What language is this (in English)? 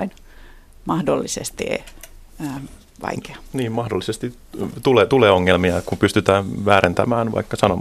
Finnish